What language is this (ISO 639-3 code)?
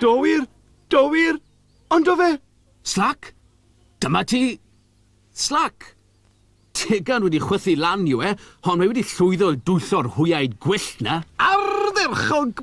cym